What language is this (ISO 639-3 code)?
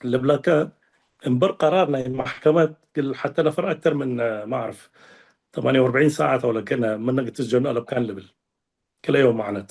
tig